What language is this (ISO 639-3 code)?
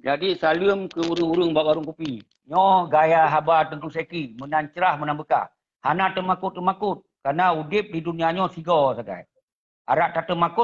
ace